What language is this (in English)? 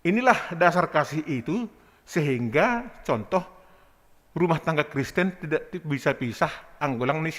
Batak Simalungun